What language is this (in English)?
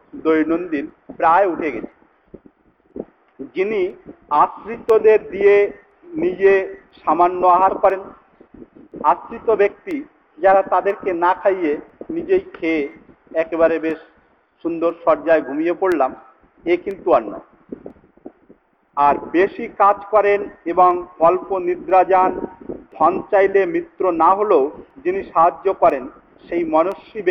Bangla